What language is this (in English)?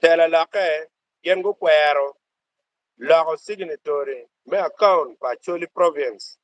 Acoli